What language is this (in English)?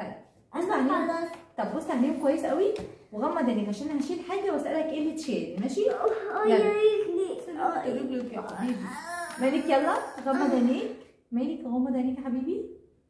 Egyptian Arabic